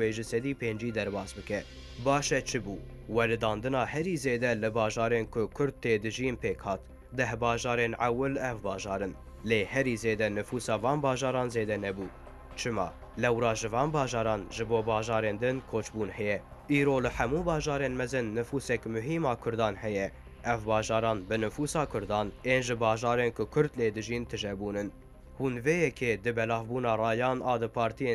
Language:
Kurdish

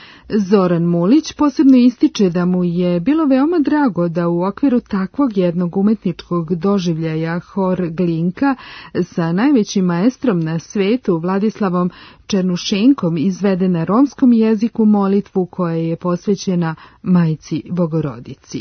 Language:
Serbian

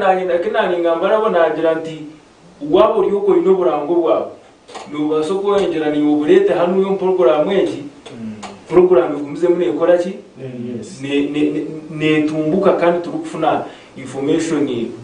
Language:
Nyankole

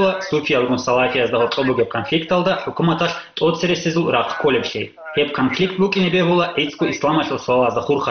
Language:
Avaric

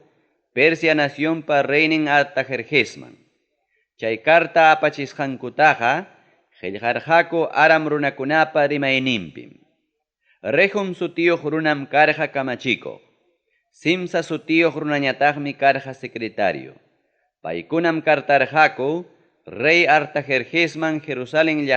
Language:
Ayacucho Quechua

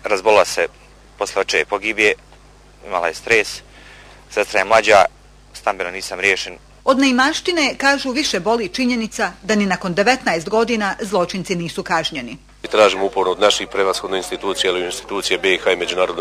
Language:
Bosnian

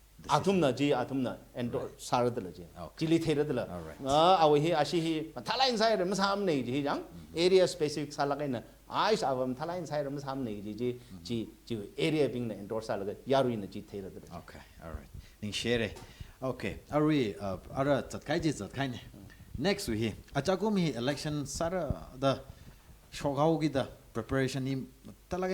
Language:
Tangkhul Naga (India)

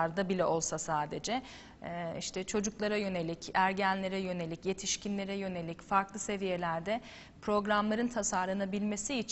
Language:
Turkish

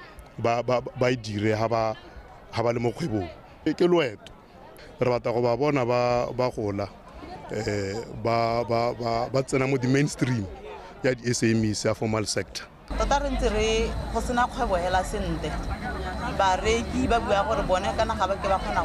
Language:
Tswana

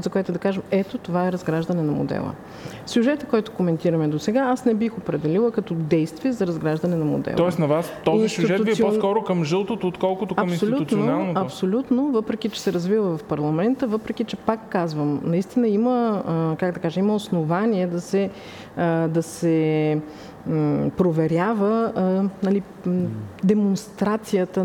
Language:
Bulgarian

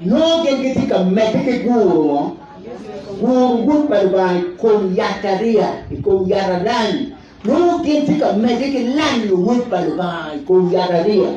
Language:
Acoli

